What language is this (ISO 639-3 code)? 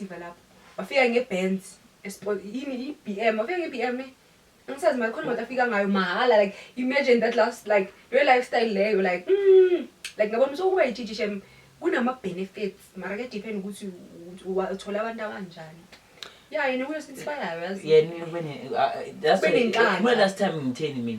zul